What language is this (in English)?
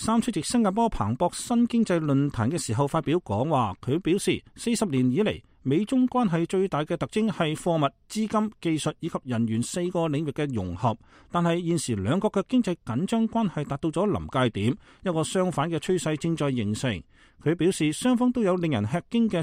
Cantonese